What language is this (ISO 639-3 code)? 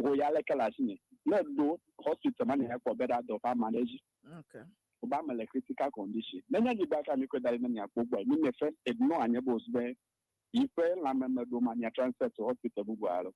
ewe